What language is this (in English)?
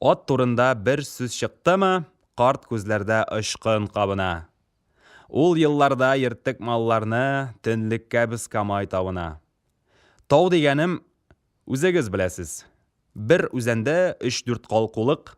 Tatar